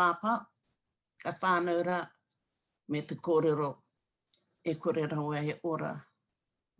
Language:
Māori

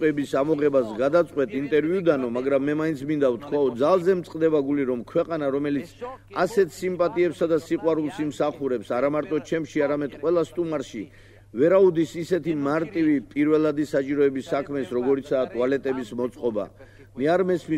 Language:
Georgian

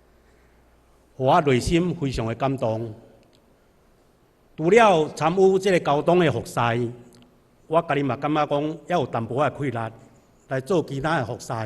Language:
Min Nan Chinese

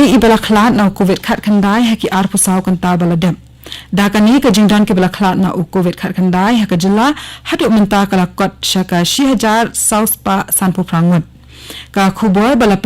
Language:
Khasi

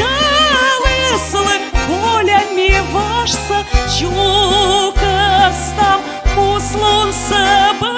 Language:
Komi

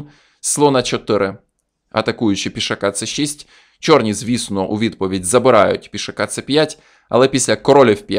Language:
Ukrainian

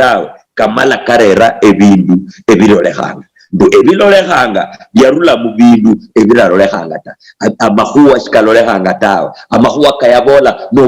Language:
Luyia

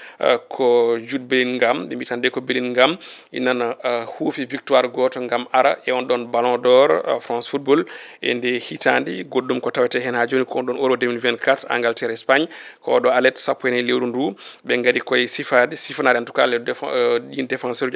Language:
Fula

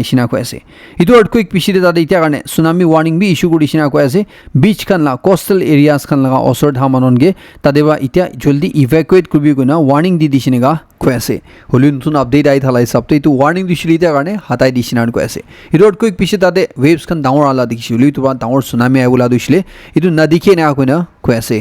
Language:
Naga Pidgin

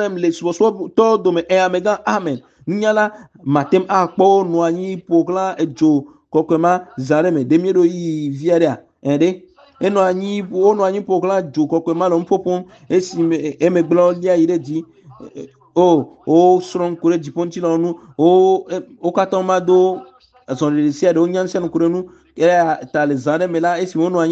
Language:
Ewe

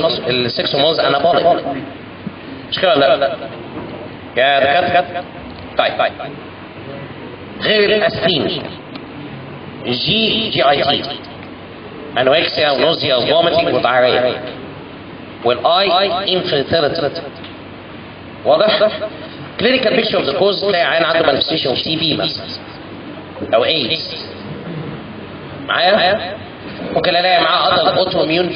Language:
Egyptian Arabic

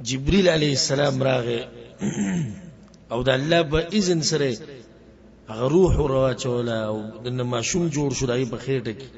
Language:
Pashto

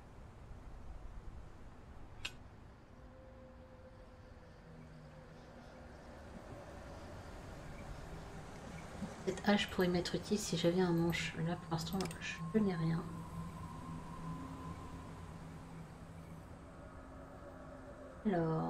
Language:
French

